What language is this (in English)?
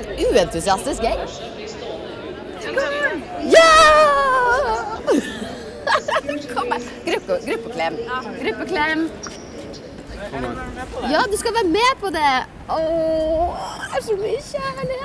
Norwegian